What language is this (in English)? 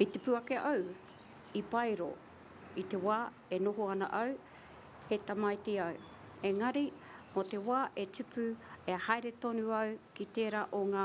Māori